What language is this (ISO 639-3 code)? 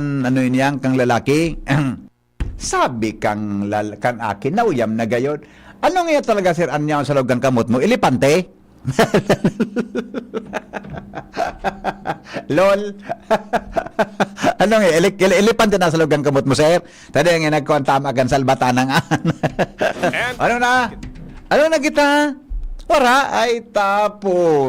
bik